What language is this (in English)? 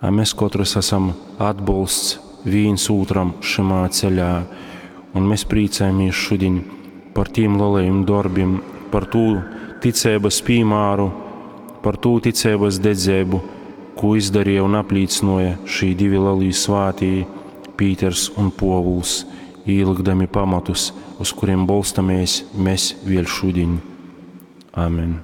Latgalian